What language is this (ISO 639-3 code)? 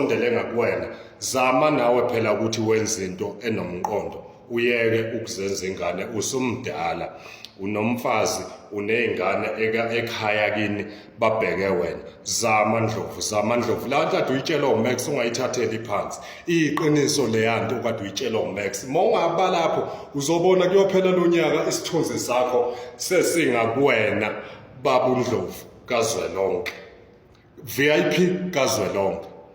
zul